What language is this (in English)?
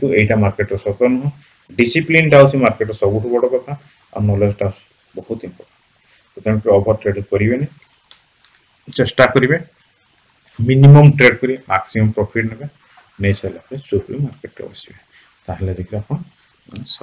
Odia